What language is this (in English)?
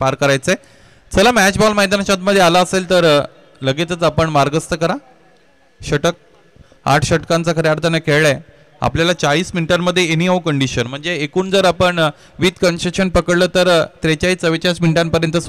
Marathi